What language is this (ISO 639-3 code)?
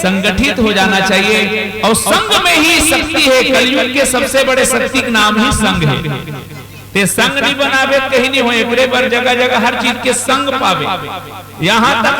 hne